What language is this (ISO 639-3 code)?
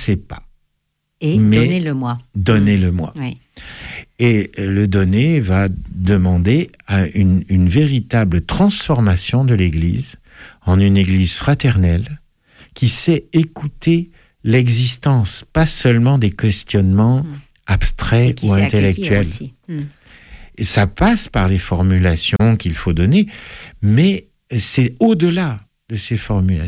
fra